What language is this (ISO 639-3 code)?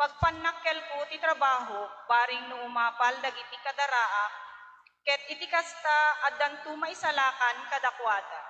ilo